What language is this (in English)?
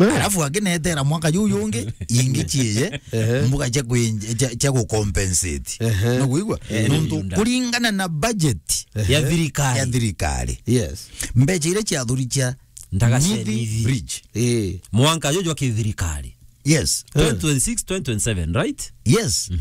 Meru